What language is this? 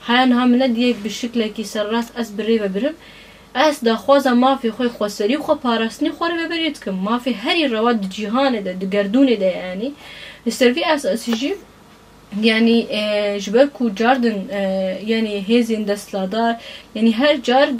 Kurdish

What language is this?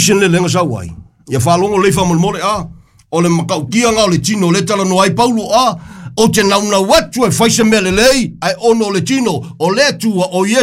Samoan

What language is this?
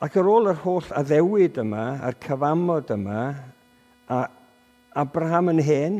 Welsh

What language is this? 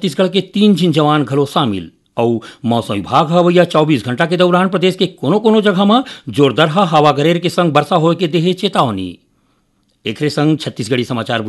Chhattisgarhi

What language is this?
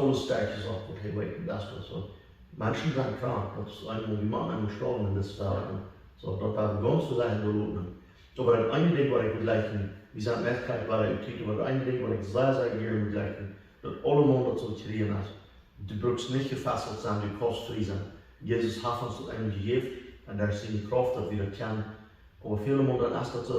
Plautdietsch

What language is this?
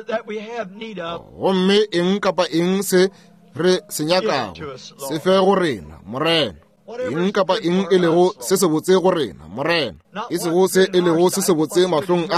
Northern Sotho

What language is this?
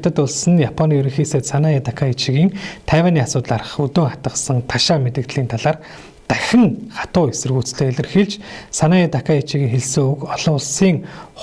Mongolian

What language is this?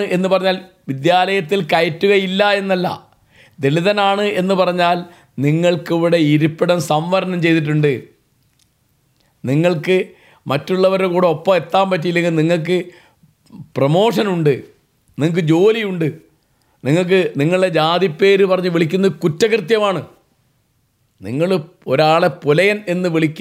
Malayalam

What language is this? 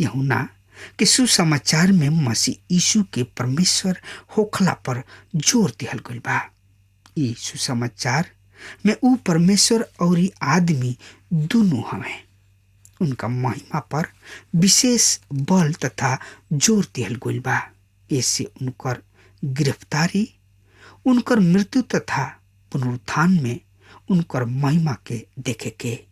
Bhojpuri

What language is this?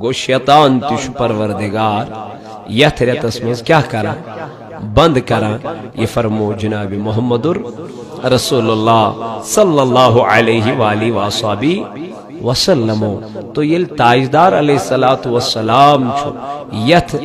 Kashmiri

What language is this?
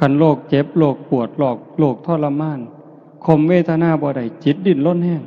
Northeastern Thai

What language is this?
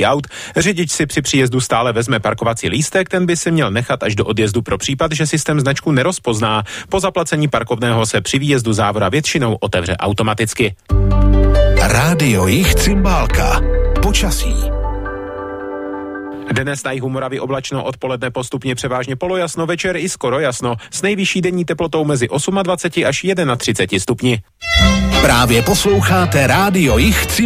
Czech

